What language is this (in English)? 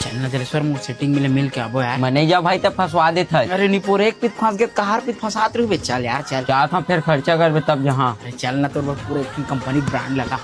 Chhattisgarhi